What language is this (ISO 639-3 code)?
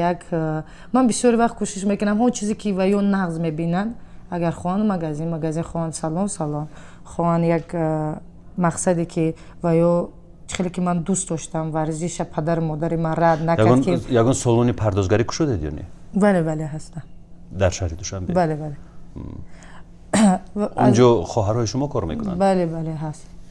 tgk